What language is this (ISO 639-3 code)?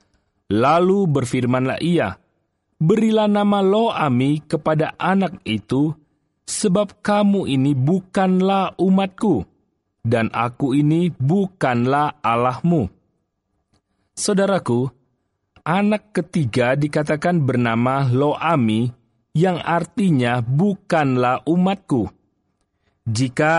ind